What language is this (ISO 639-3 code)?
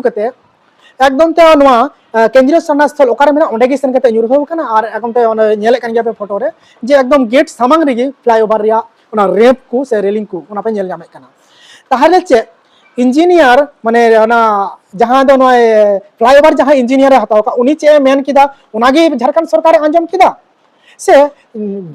sat